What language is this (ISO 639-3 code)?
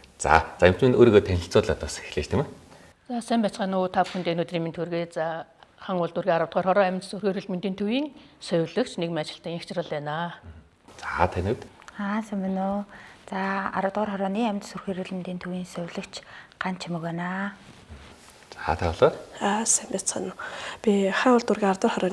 mon